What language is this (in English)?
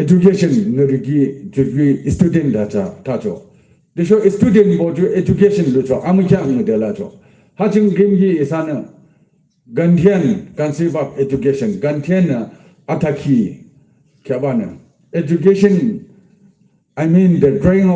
Yimchungru Naga